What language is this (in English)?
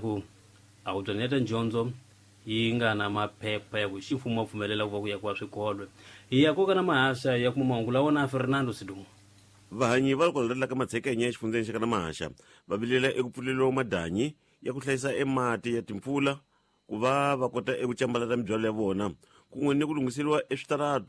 Tsonga